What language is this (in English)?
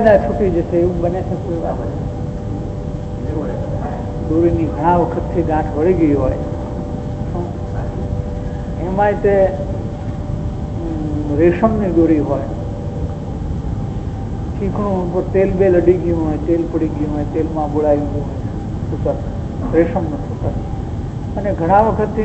Gujarati